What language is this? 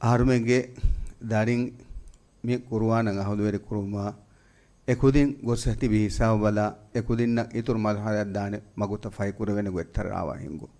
Divehi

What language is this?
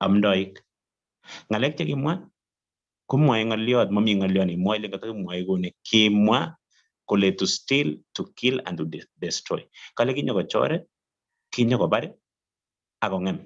Kalenjin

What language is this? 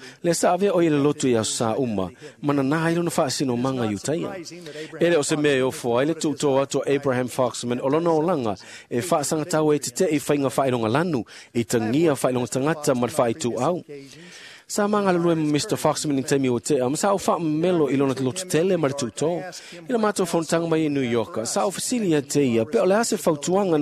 Samoan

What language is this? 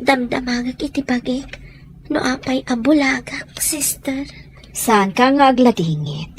Iloko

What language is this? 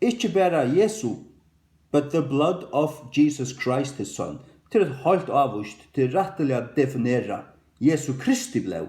Faroese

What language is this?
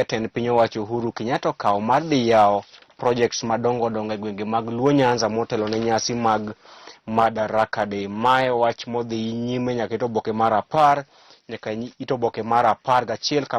Luo (Kenya and Tanzania)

